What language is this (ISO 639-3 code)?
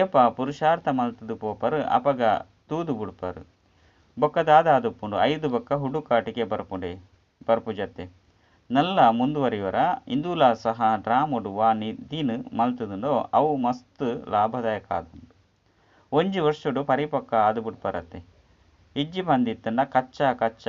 tcy